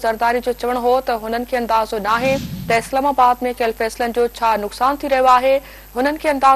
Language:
Sindhi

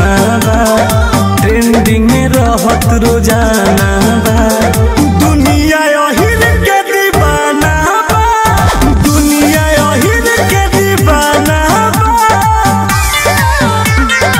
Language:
Bhojpuri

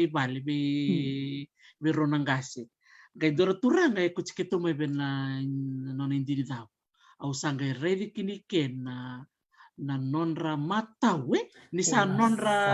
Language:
Fijian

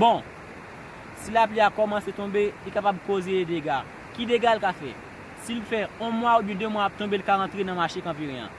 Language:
Haitian Creole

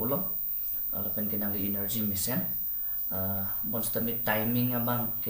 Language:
Karbi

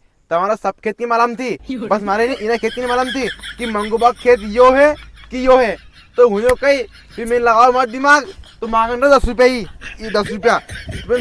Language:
Rajasthani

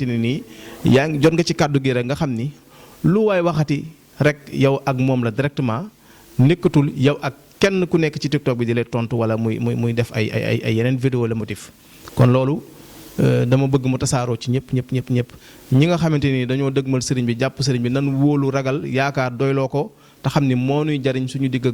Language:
Wolof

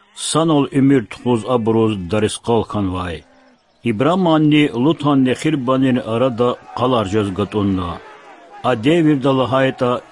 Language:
Lezghian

